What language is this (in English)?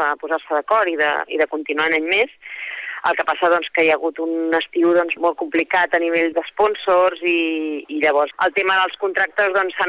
Catalan